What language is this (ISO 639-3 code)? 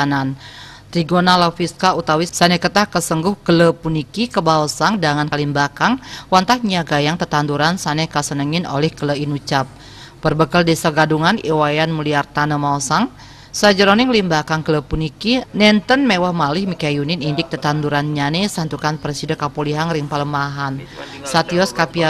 ban